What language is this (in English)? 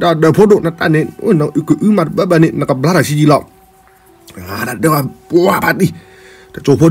S'gaw Karen